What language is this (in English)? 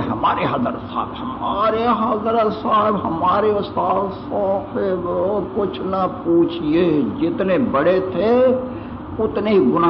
Urdu